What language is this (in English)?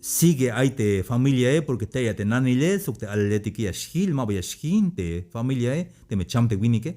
Tzeltal